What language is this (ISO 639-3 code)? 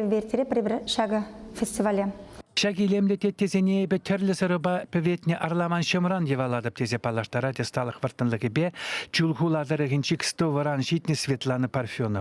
chv